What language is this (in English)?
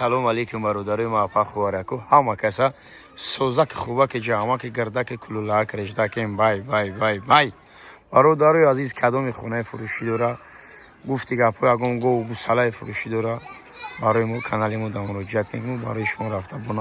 Tajik